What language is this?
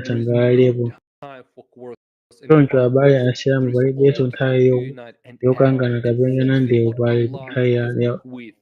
Nyanja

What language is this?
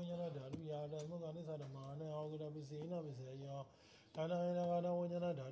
Burmese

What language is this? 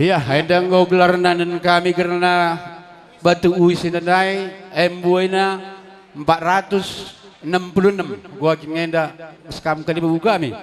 Batak Karo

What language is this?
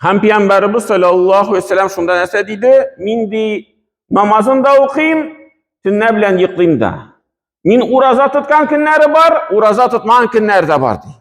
Tatar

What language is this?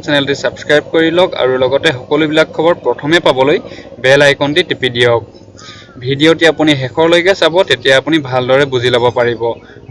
Assamese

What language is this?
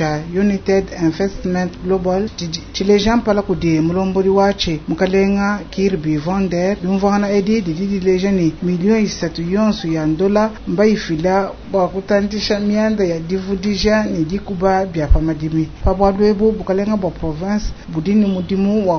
Luba-Lulua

